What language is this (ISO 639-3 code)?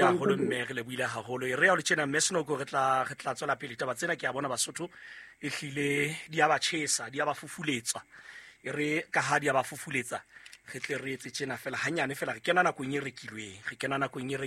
sot